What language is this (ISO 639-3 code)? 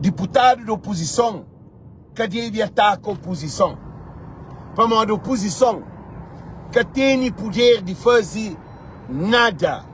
kea